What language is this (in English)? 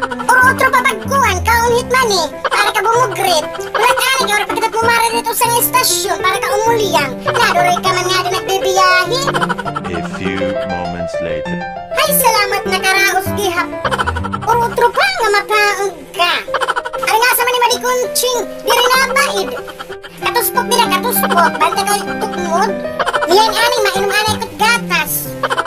Waray